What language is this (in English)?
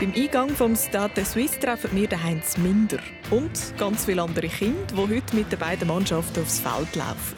Swiss German